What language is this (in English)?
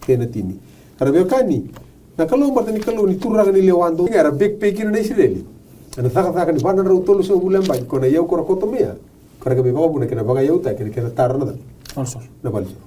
Fijian